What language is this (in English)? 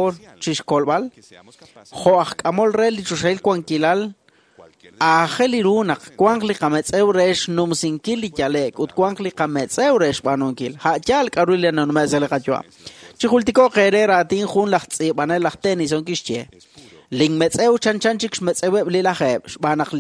Kekchí